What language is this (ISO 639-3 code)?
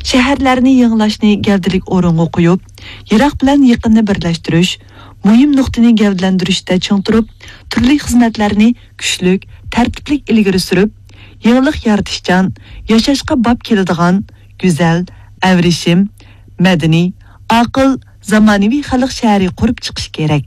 uig